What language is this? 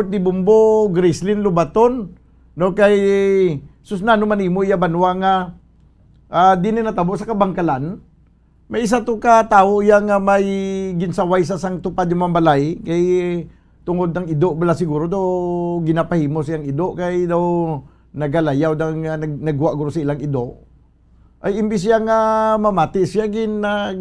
Hiligaynon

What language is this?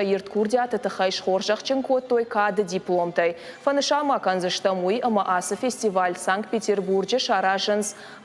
Ossetic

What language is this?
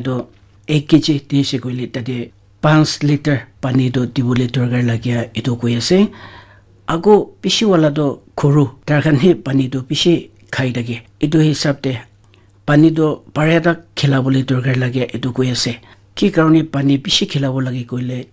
Naga Pidgin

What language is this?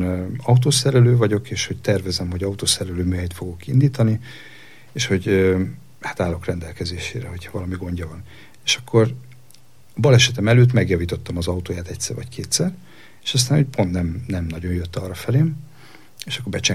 Hungarian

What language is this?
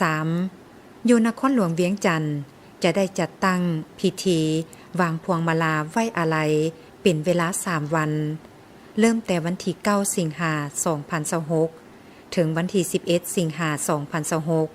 Lao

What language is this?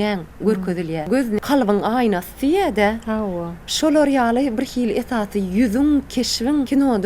Turkmen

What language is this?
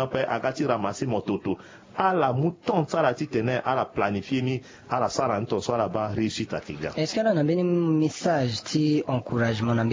Sango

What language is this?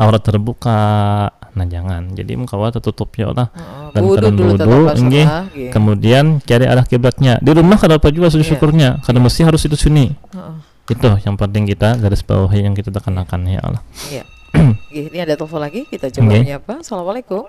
Banjar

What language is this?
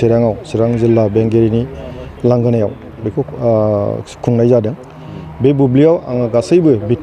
Bodo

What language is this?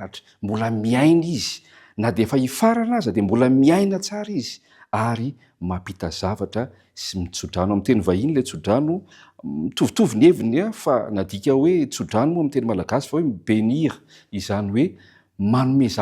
Malagasy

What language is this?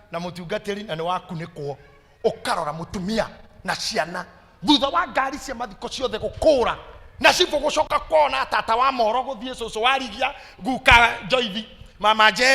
Kikuyu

